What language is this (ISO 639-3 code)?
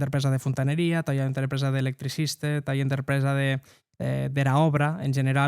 oci